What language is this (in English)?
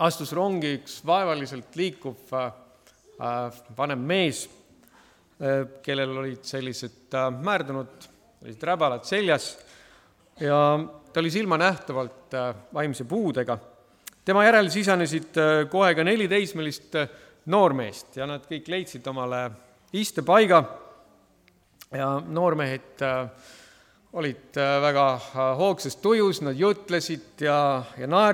Estonian